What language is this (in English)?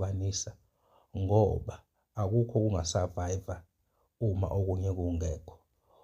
Zulu